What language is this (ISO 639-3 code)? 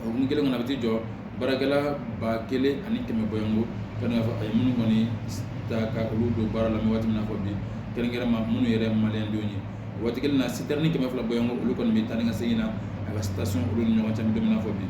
bam